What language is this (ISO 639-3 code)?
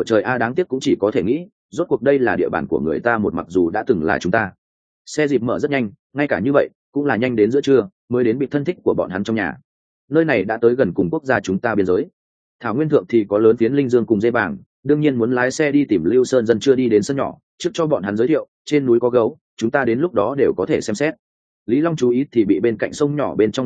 vie